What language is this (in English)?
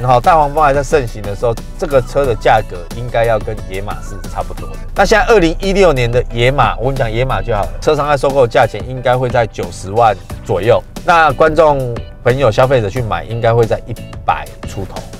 Chinese